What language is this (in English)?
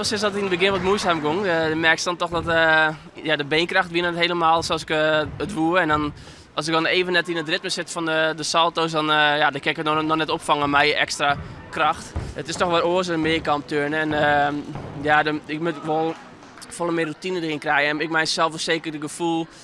Western Frisian